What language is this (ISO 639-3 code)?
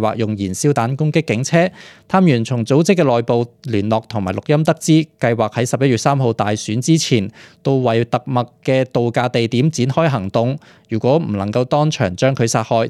yue